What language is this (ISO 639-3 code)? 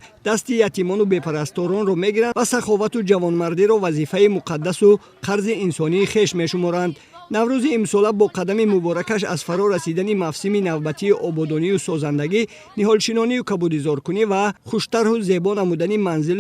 tgk